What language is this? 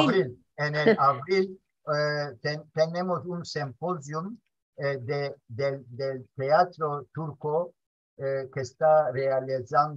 Ladino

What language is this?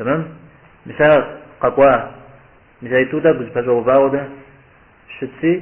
Kabardian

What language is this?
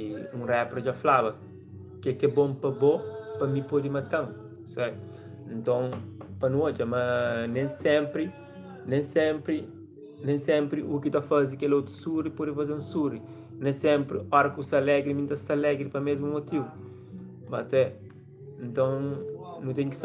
Kabuverdianu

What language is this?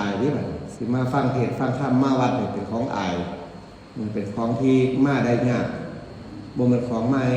Northeastern Thai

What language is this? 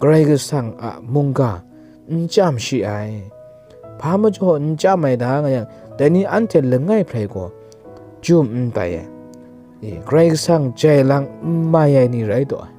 Kachin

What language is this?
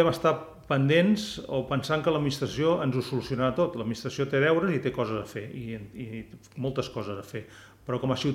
Catalan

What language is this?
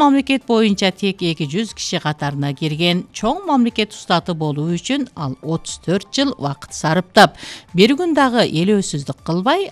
Kyrgyz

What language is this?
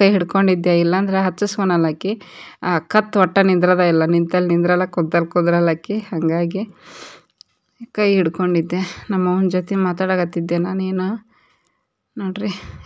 Kannada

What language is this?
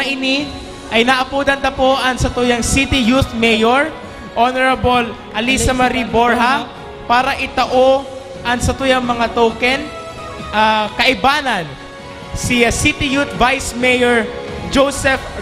Bikol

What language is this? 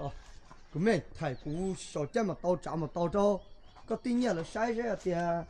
Hmong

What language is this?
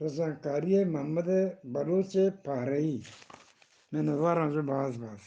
Eastern Balochi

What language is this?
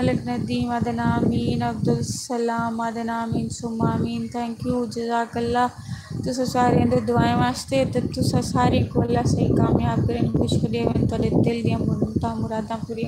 Saraiki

